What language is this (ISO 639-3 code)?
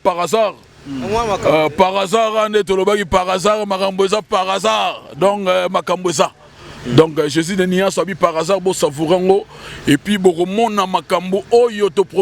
lin